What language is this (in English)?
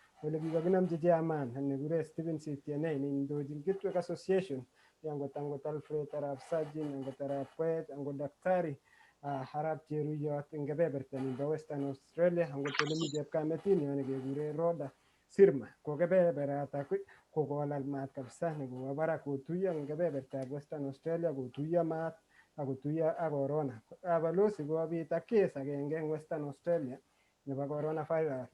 Kalenjin